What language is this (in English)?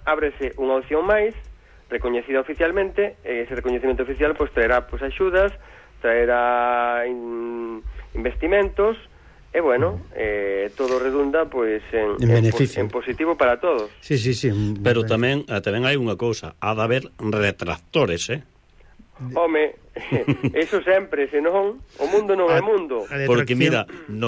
Galician